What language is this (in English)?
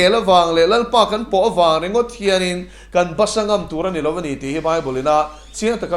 Mizo